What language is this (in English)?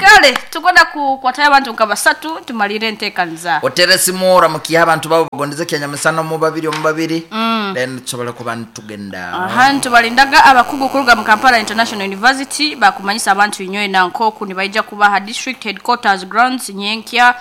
Nyankole